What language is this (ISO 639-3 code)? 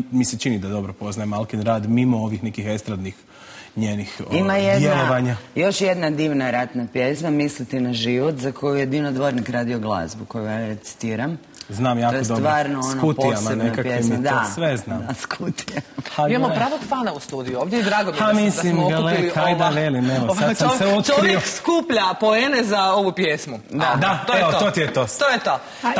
hrv